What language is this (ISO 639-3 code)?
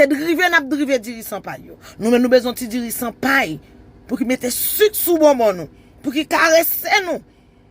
hat